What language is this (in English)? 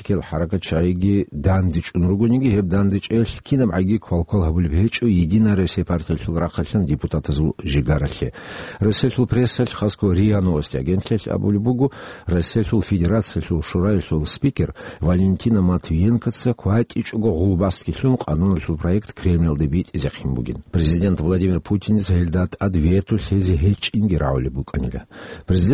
Avaric